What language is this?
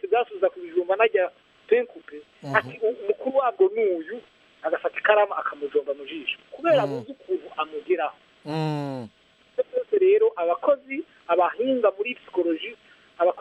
Kinyarwanda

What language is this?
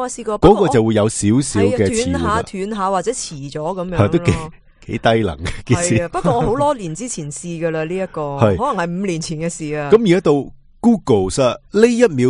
Cantonese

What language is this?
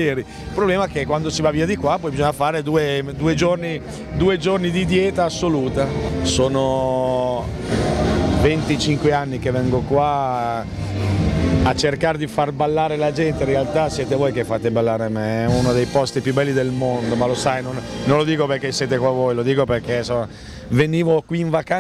Italian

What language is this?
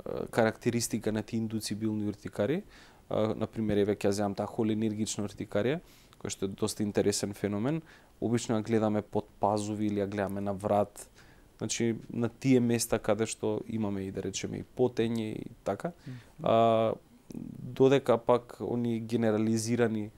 Macedonian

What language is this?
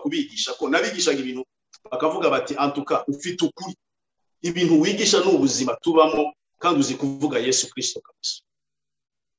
Kinyarwanda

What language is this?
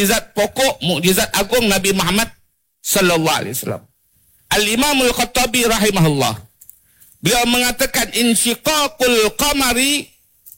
Malay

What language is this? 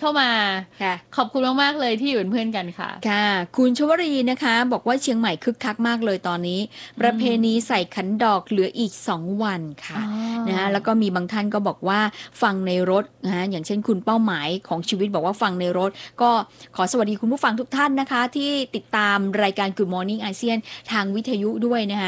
Thai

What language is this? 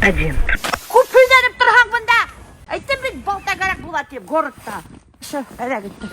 Bashkir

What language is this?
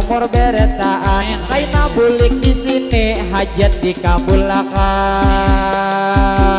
Banjar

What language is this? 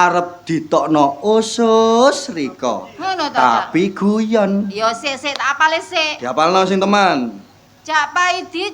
Javanese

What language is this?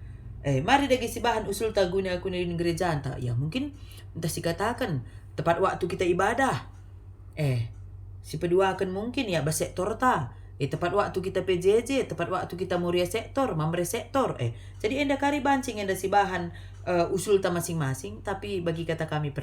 Batak Karo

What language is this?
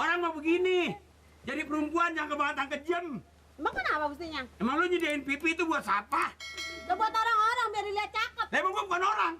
Betawi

